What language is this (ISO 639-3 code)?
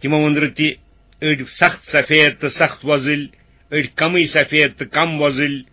kas